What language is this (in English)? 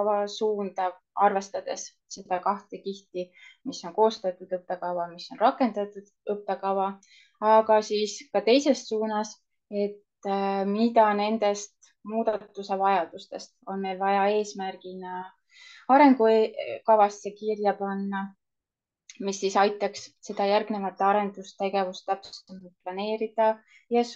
Estonian